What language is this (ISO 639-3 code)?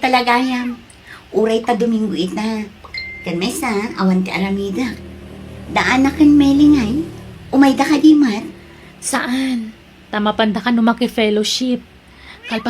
ilo